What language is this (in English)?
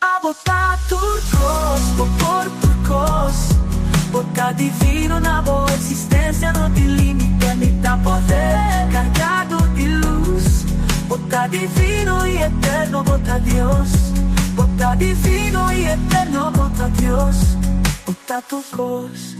Papiamento